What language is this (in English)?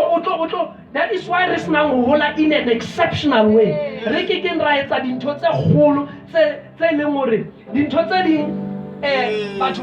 Southern Sotho